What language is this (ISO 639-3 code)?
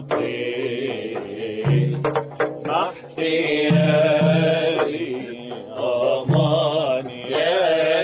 ara